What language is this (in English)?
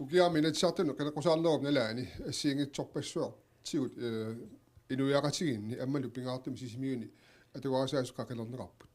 Kalaallisut